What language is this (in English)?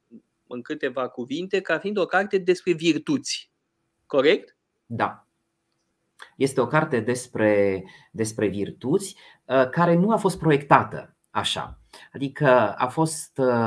Romanian